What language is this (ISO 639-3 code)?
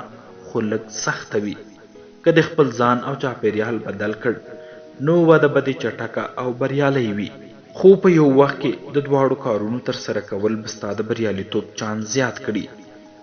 pus